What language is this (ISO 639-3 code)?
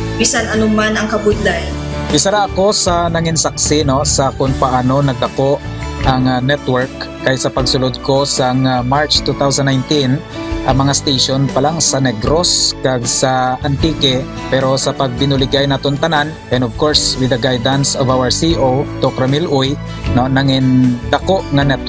hil